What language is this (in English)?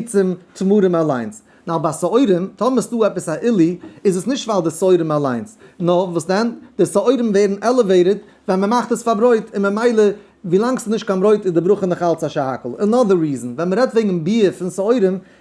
Yiddish